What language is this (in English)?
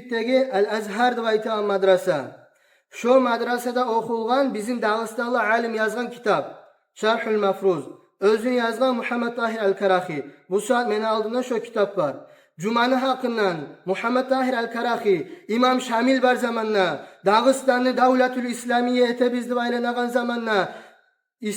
Kumyk